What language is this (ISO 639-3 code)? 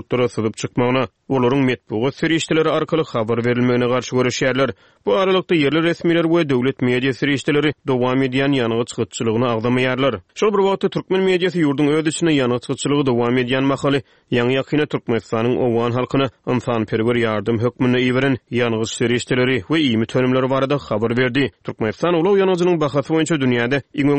tuk